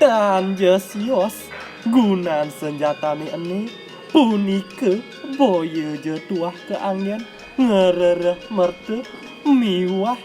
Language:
Balinese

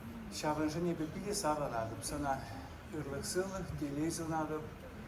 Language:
Chuvash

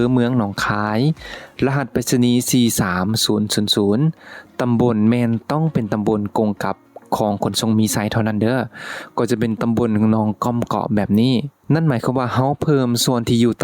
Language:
Lao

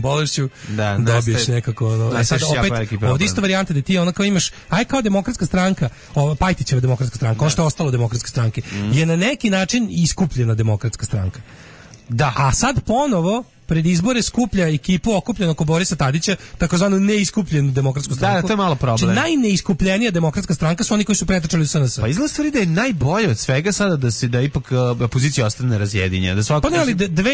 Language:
Serbian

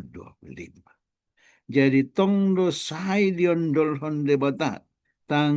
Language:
Batak Toba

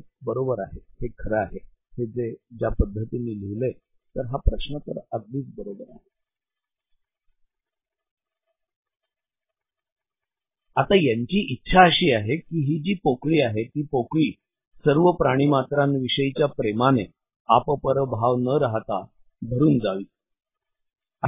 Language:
Marathi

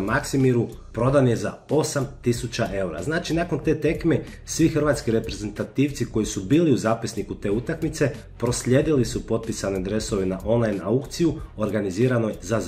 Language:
Croatian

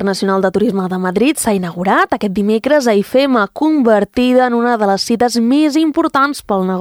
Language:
Catalan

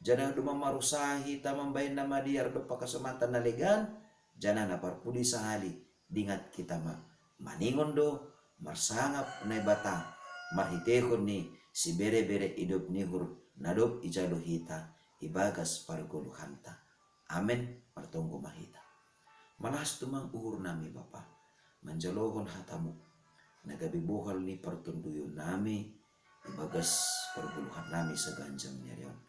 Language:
Batak Simalungun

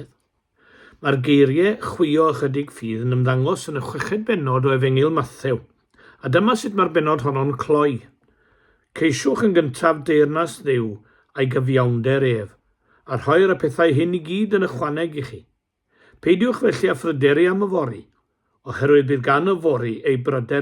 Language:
Welsh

